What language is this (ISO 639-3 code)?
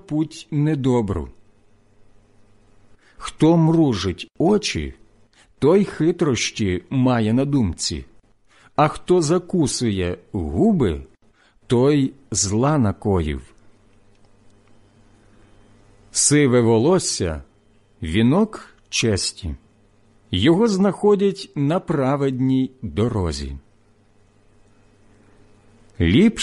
ukr